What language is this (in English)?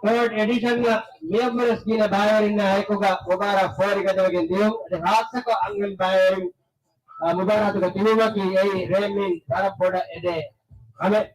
Divehi